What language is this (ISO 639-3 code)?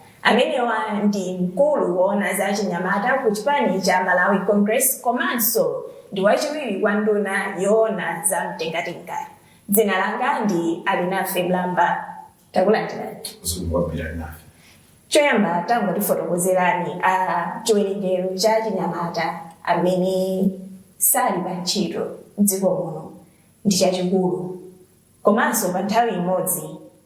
nya